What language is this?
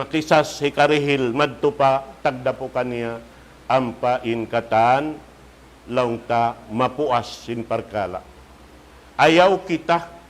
Tausug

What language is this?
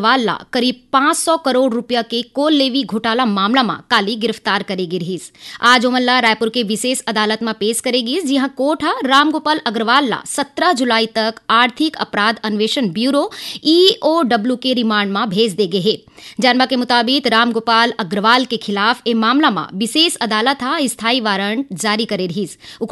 Chhattisgarhi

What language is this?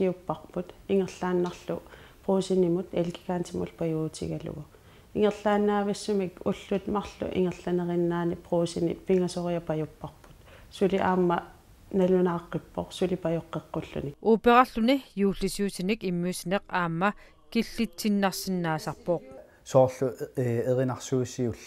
Kalaallisut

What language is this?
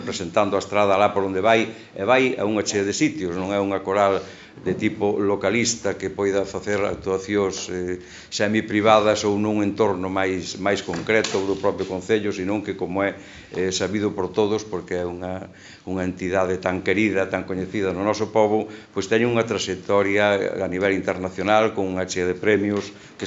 Galician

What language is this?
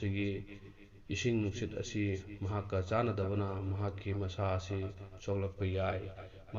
Manipuri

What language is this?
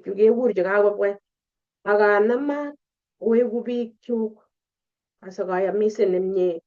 Kalenjin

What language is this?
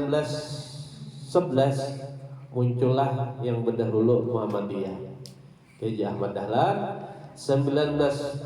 Banjar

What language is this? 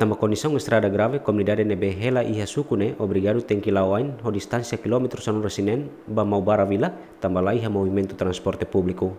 Tetum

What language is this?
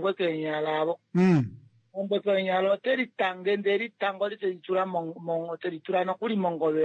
Kuanyama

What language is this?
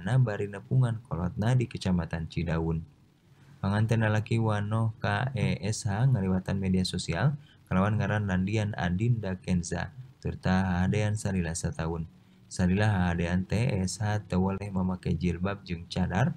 Sundanese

